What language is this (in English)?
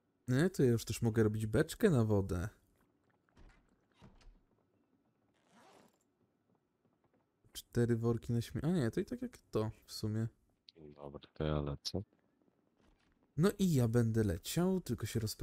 Polish